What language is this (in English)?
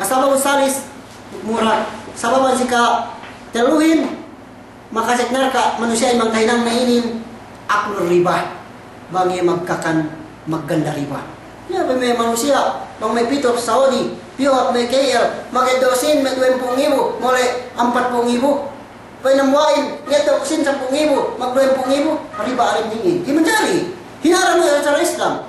Yakan